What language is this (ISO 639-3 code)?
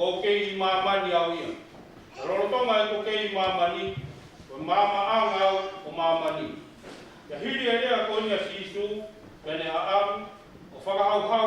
ton